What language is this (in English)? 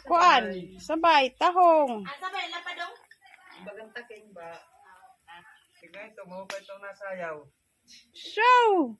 Waray